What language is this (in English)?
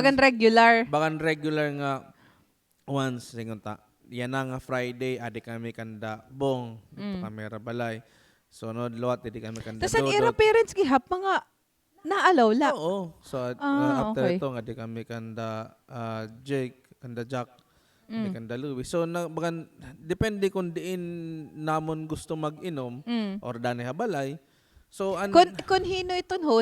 Waray